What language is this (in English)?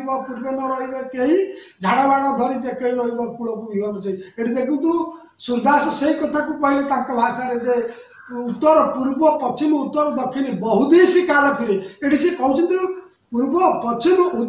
Odia